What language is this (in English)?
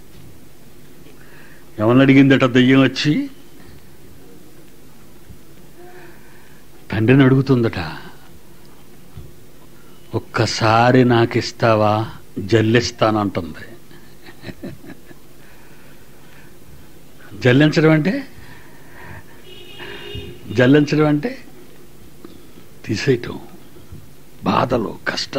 Telugu